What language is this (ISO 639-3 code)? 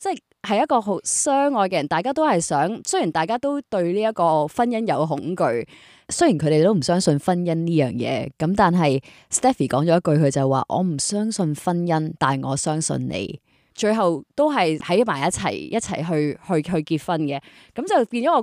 yue